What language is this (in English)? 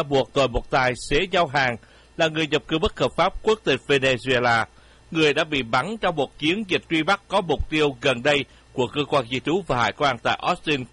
Vietnamese